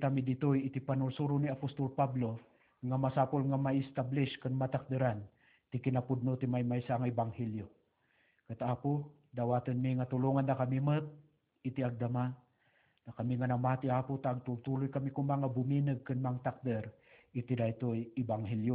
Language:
Iloko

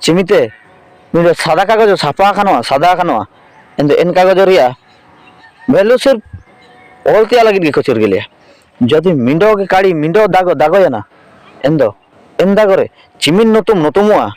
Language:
Ho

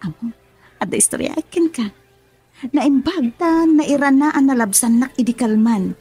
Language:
Iloko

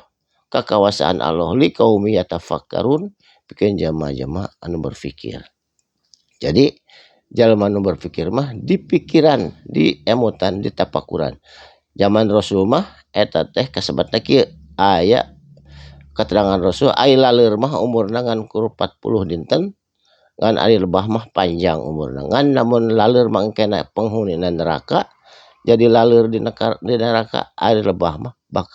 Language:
Sundanese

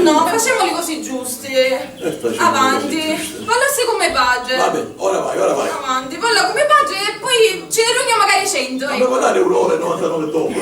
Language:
Sicilian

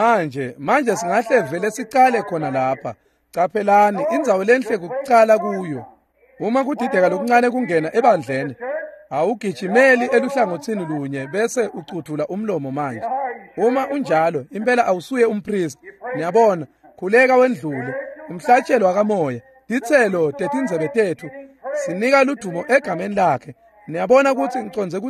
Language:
Swati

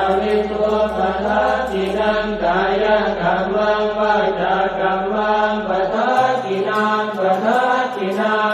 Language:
Pali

